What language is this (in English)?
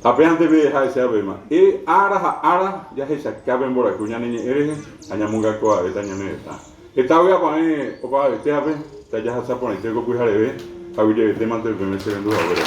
Guarani